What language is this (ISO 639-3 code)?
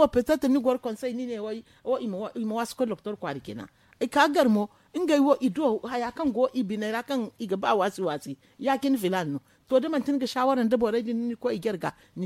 dje